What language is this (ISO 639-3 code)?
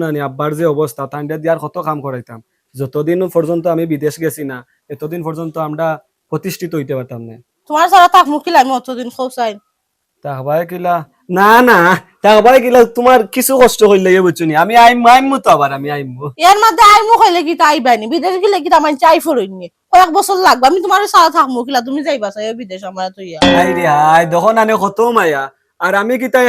syl